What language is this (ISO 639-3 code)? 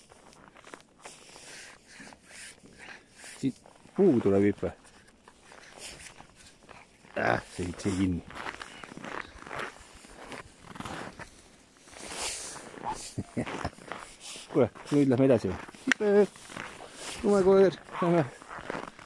est